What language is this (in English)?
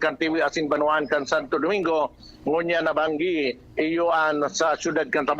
Bikol